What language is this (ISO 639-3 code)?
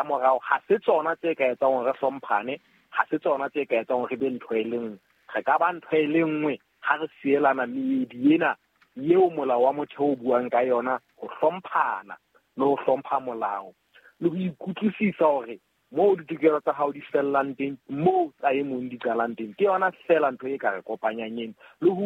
sot